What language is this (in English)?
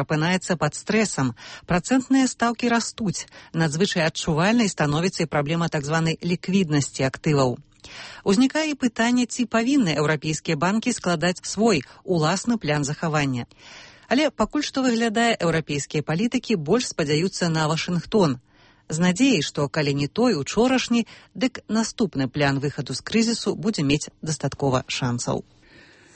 Belarusian